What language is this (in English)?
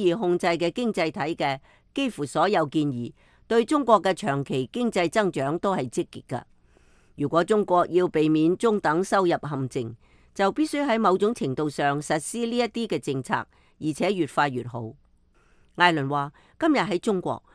Cantonese